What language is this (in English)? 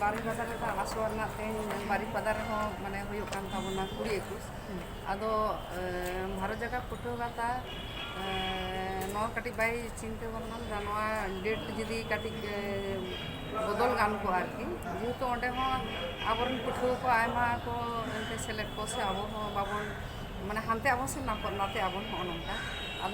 Santali